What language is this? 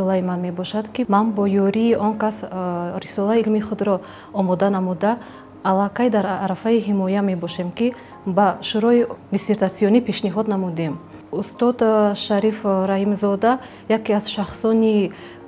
Tajik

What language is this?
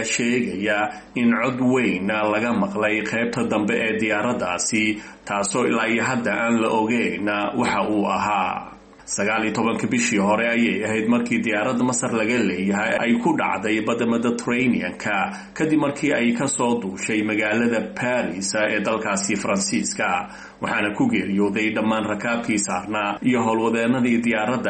Somali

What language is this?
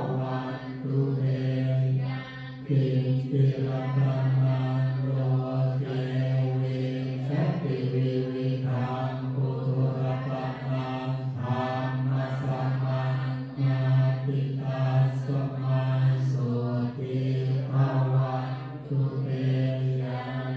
Pali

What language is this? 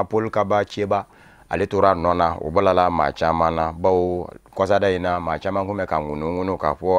Bambara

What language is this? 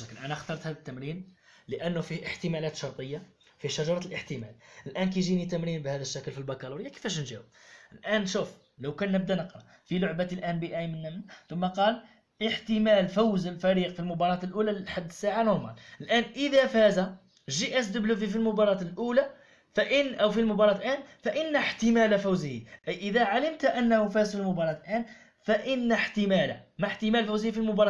Algerian Arabic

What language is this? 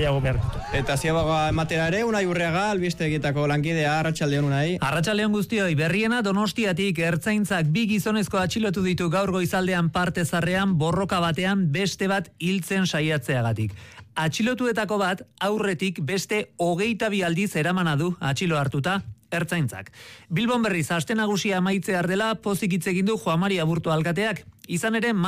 Basque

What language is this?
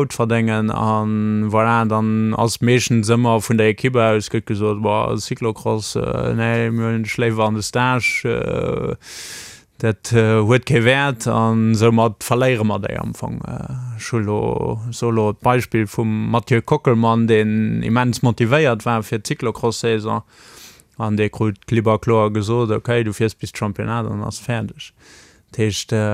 Luxembourgish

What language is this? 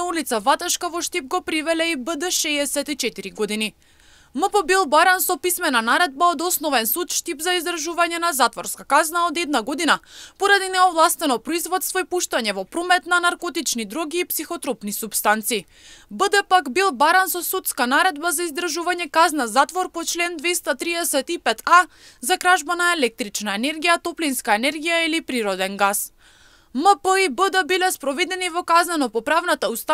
Macedonian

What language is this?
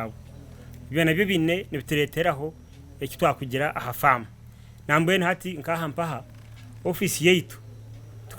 Nyankole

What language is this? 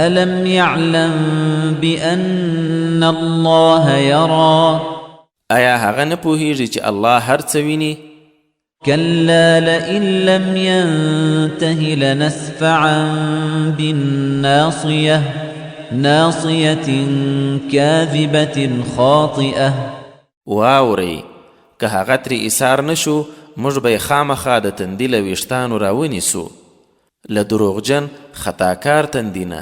Pashto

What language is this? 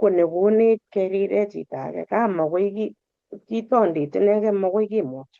Kalenjin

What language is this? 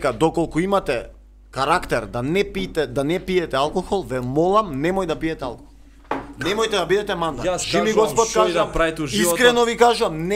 Macedonian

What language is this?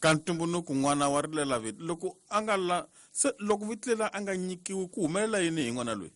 Tsonga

